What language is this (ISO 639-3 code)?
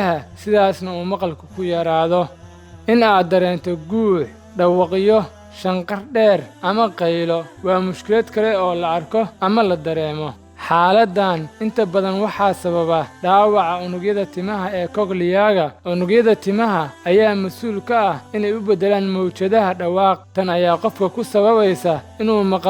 som